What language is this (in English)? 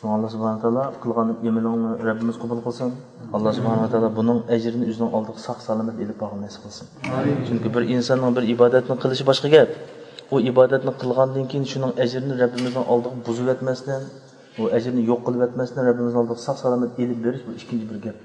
Uyghur